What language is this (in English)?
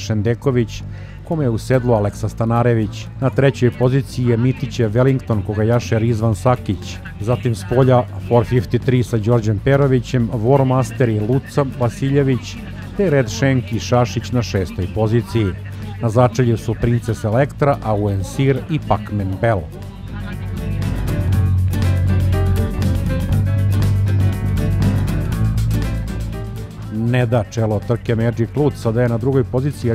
Serbian